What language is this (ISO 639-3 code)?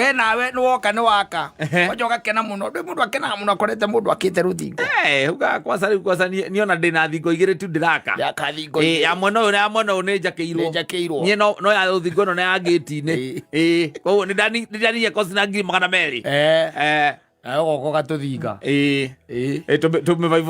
kik